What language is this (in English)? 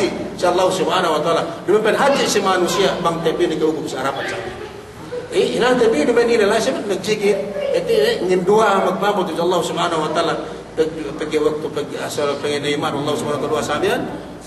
Yakan